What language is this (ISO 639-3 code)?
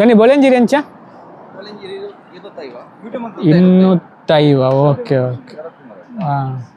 tcy